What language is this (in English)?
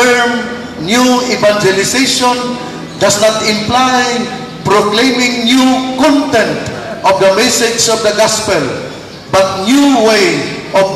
Cebuano